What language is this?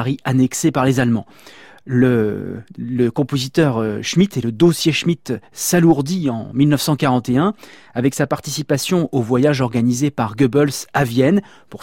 French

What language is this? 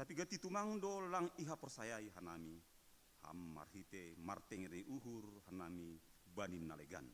Batak Simalungun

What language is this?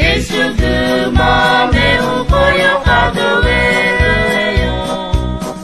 Akha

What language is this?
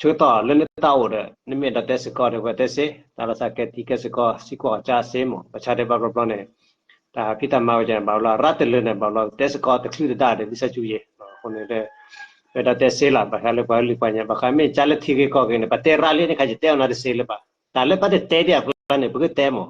S'gaw Karen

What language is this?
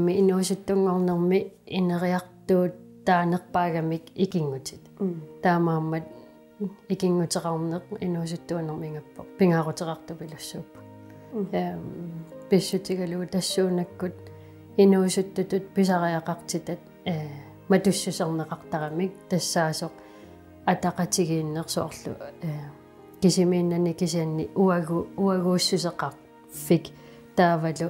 Kalaallisut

